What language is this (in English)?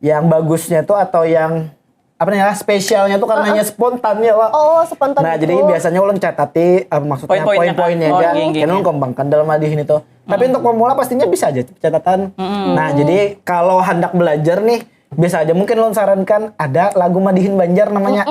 Banjar